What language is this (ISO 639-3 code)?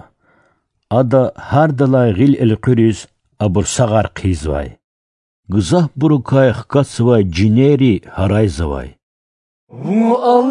lez